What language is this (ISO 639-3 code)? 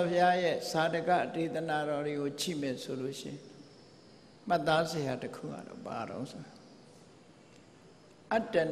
mya